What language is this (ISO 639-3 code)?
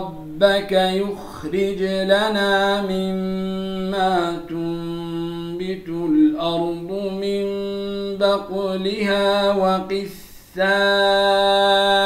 ara